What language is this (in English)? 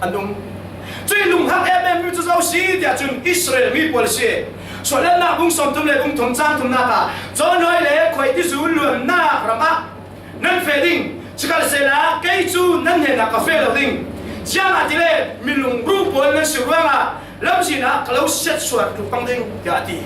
Falam Chin